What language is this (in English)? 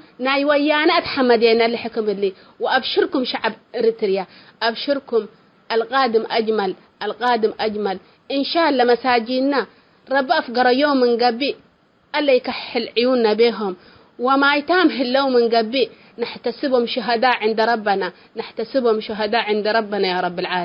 Tigre